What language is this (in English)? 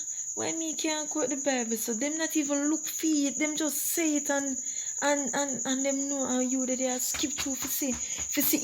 Jamaican Creole English